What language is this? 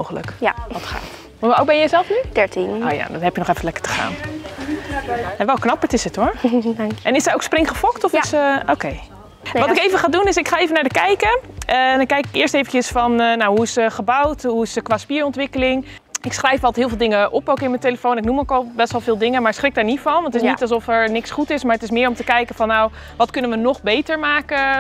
Dutch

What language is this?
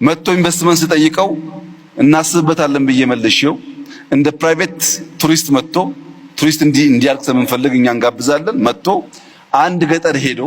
Amharic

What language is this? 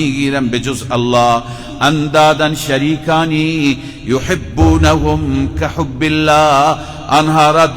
Persian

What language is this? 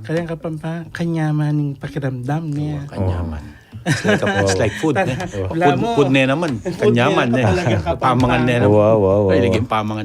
Pampanga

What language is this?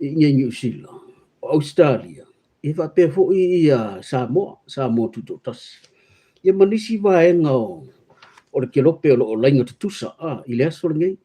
Samoan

